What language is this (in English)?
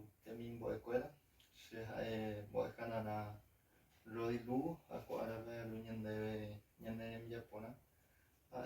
Guarani